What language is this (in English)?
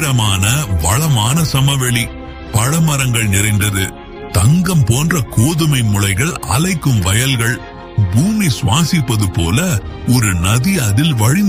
Tamil